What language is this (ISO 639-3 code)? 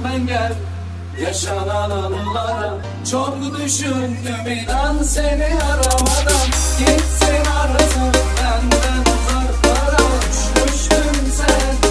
tur